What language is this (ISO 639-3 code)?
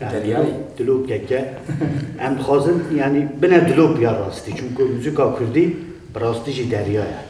kur